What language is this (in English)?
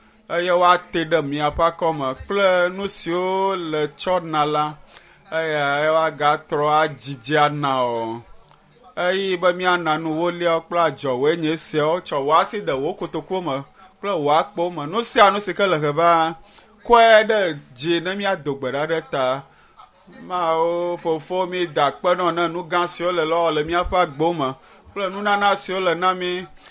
Ewe